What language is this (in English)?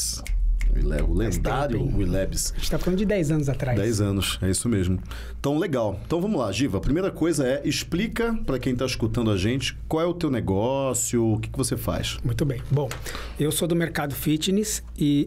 Portuguese